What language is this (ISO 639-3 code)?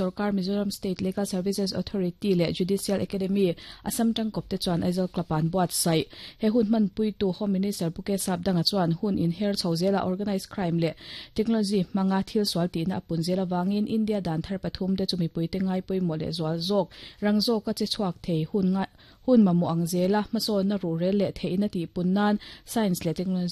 lus